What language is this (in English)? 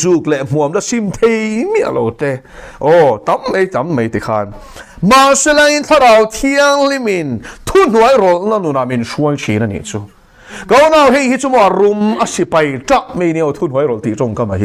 Mizo